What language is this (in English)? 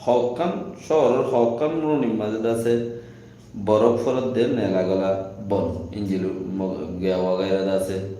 Rohingya